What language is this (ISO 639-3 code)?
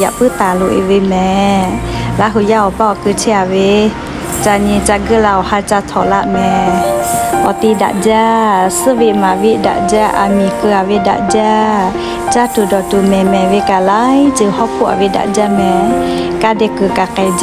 lhu